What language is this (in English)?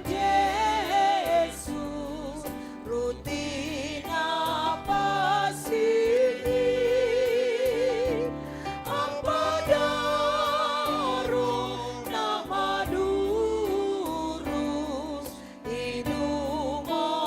Batak Simalungun